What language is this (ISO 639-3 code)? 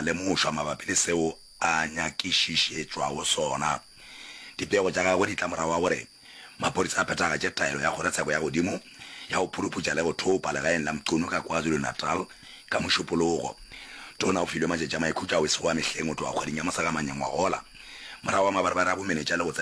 nso